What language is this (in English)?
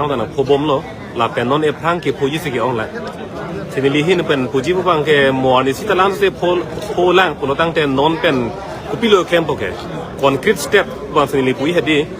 Karbi